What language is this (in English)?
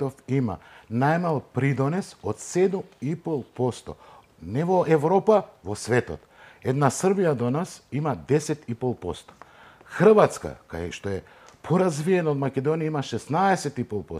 Macedonian